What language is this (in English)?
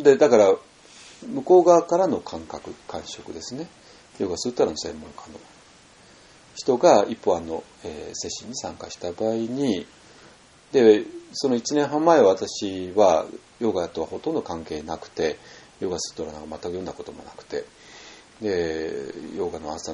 Japanese